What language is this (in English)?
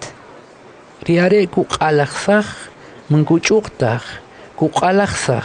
Kʼicheʼ